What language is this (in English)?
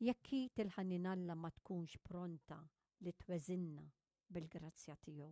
Maltese